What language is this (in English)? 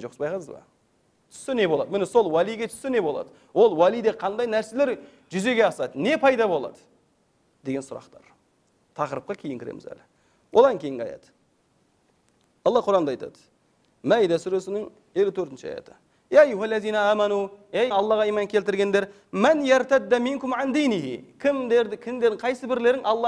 Kazakh